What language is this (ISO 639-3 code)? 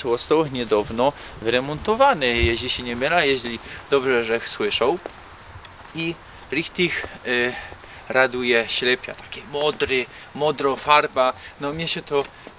szl